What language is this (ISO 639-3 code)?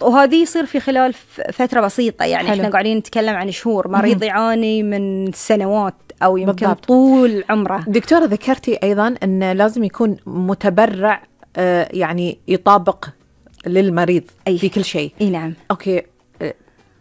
afb